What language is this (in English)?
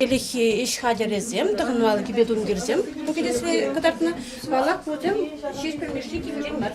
Chuvash